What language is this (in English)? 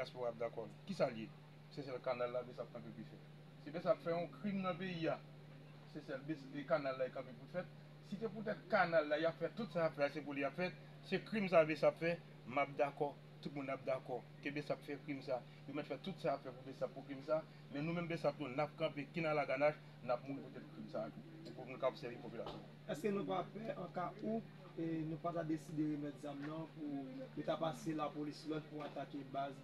Haitian Creole